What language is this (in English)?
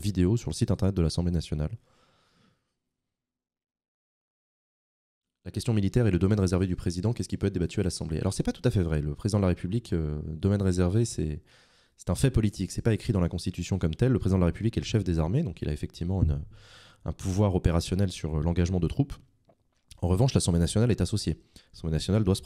French